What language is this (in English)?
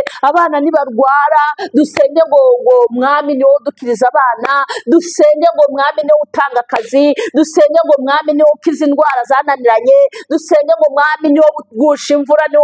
Kinyarwanda